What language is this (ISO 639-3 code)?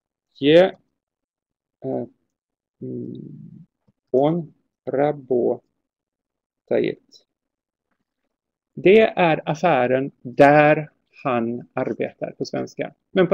swe